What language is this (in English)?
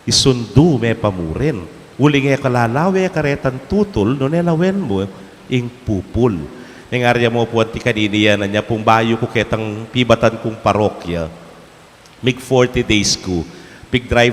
Pampanga